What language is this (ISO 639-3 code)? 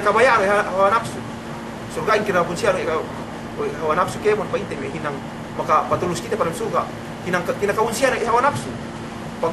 yka